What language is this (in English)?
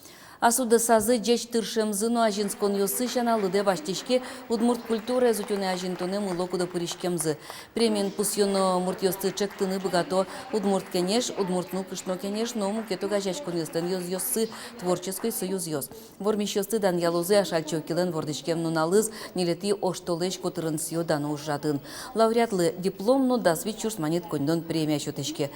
Udmurt